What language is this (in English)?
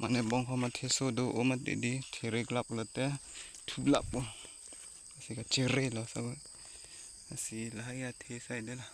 Karbi